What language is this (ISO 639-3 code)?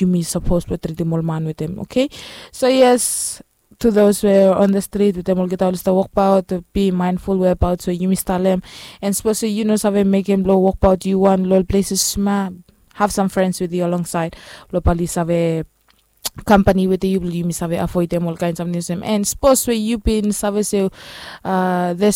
bis